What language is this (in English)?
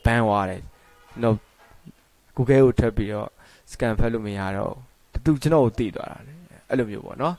Burmese